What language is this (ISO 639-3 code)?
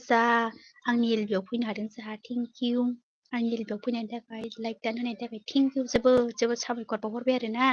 brx